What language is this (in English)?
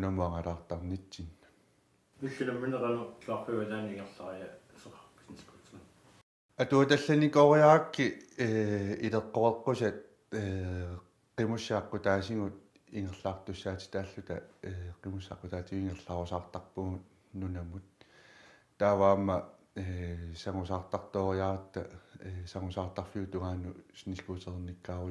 Kalaallisut